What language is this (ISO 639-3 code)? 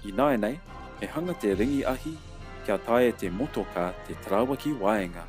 mri